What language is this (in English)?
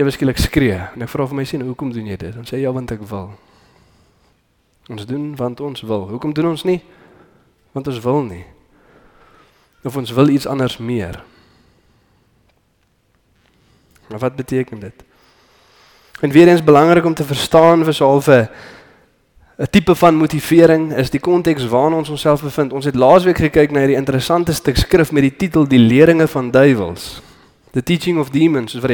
Afrikaans